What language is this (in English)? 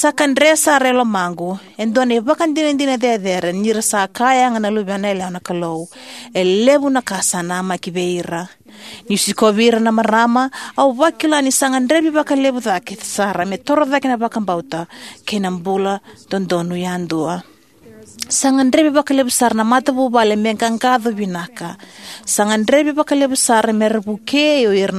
Fijian